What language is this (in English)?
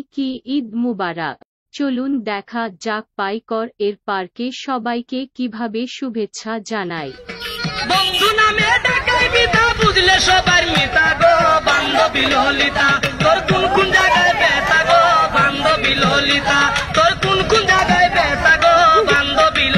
Bangla